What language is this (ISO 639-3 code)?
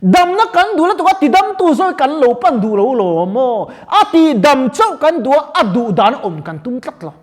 lus